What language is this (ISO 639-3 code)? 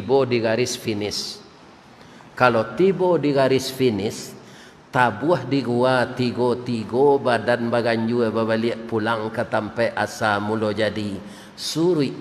min